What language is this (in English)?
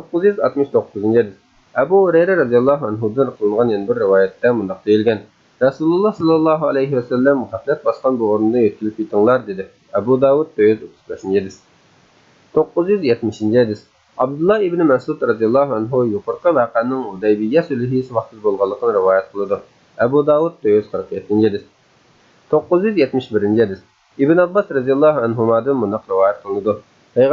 Uyghur